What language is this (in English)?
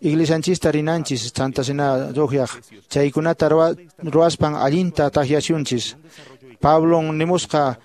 Quechua